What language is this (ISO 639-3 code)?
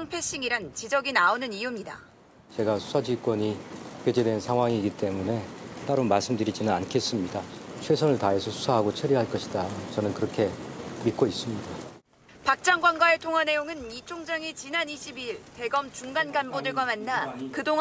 kor